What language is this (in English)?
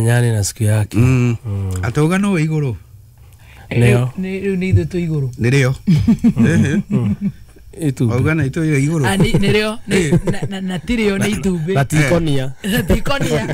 Kikuyu